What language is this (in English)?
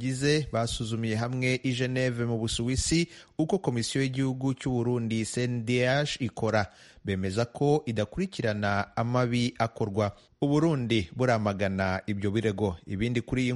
Kinyarwanda